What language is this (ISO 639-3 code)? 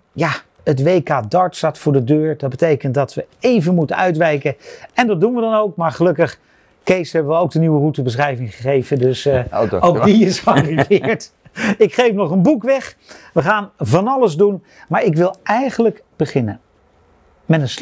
nld